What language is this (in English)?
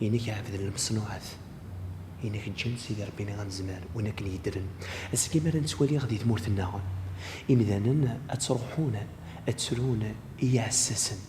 Kabyle